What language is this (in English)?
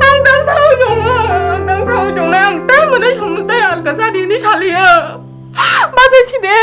Kok Borok